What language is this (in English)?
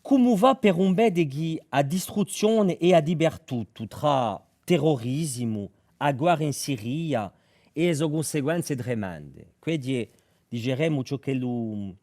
Corsican